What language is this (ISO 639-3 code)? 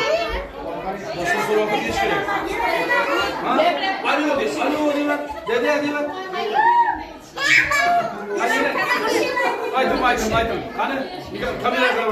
uzb